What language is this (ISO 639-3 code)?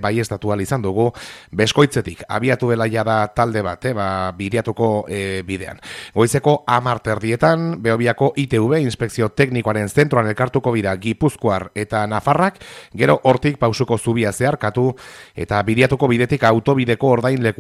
eus